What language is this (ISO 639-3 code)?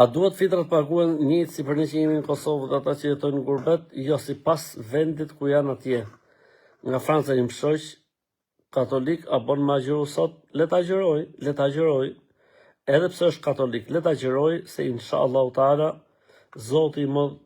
sqi